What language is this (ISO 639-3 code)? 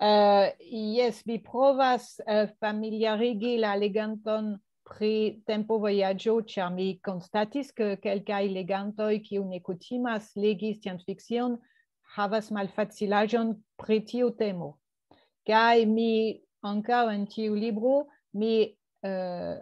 epo